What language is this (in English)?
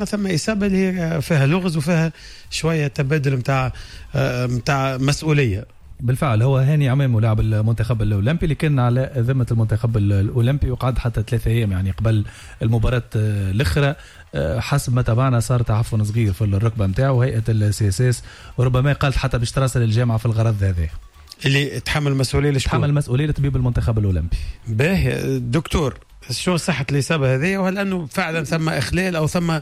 Tunisian Arabic